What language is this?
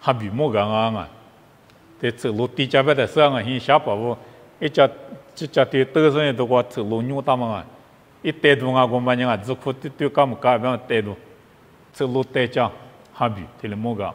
Lisu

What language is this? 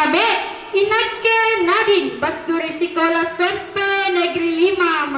Makasar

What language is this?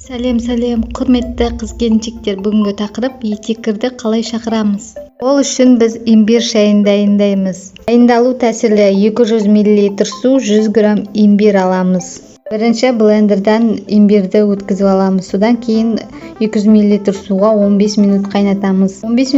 Kazakh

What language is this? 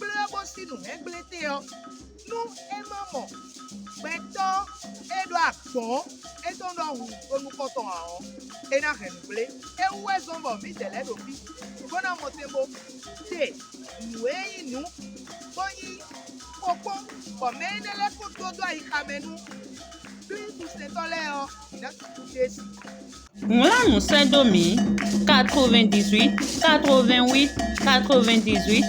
Fon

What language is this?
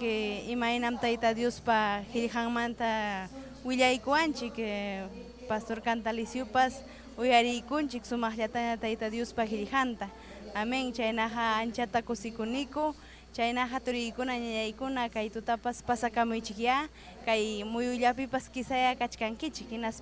Ayacucho Quechua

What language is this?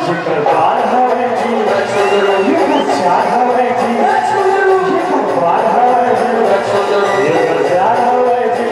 Chhattisgarhi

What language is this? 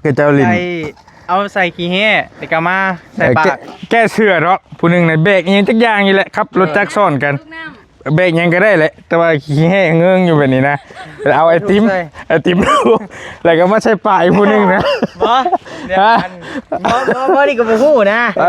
Northeastern Thai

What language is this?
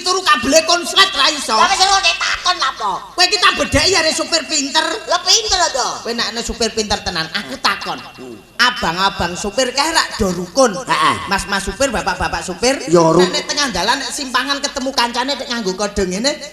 Javanese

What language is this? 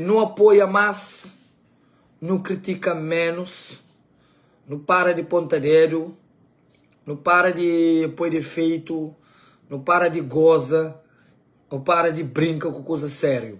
Kabuverdianu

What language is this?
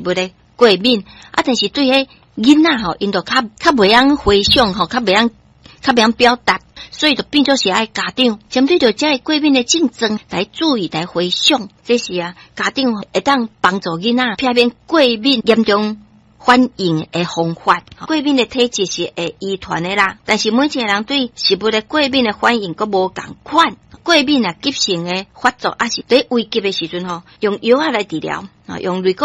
Min Nan Chinese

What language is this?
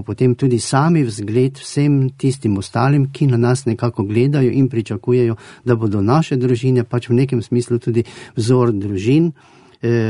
Slovenian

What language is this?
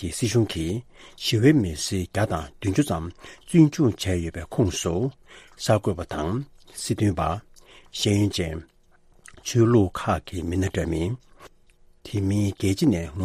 Tibetan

